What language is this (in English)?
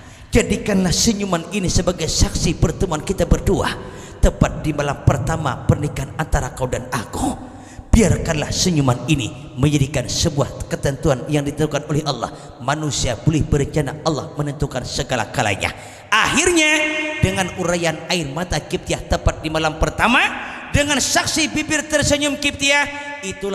Banjar